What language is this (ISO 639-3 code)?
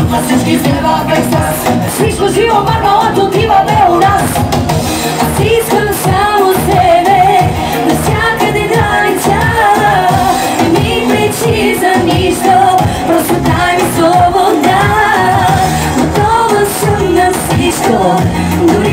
bul